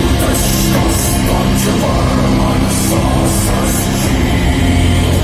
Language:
Erzya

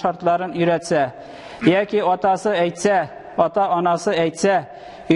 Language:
Tatar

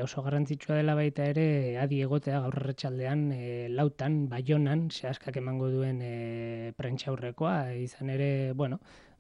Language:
Basque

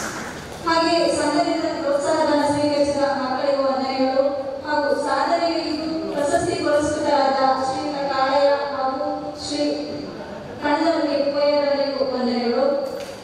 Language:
Kannada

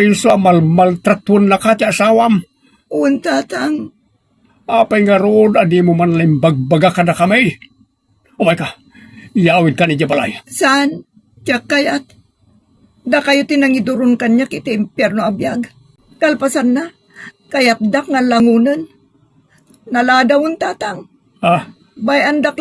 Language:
Iloko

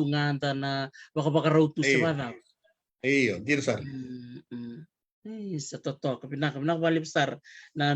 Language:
Fijian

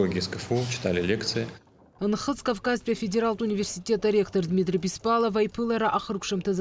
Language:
Abkhazian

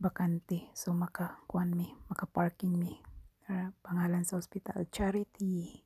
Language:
Cebuano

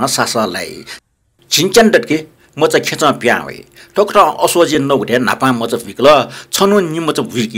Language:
Newari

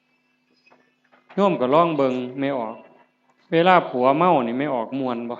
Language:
Northeastern Thai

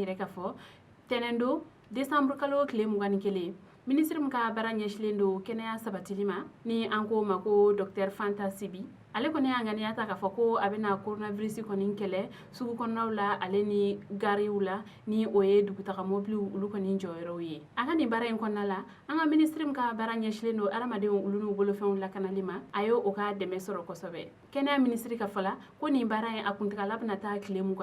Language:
Bambara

